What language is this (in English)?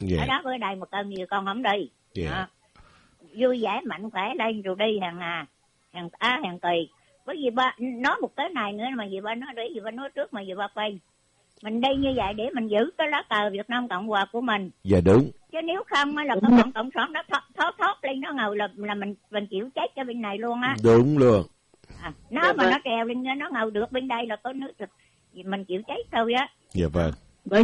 Vietnamese